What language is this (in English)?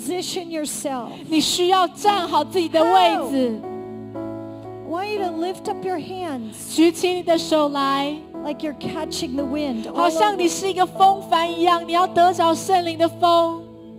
Chinese